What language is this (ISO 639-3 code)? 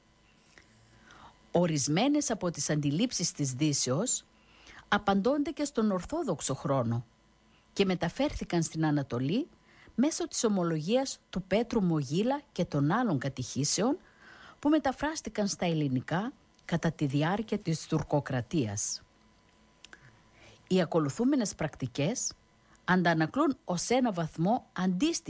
ell